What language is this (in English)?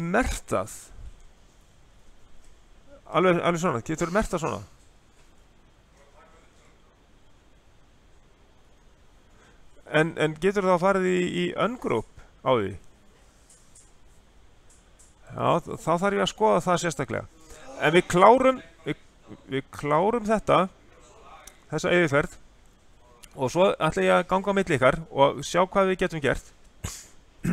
Icelandic